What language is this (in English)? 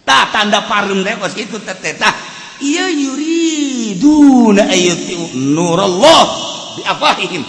Sundanese